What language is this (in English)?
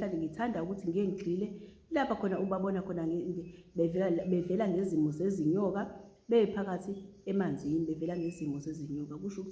Zulu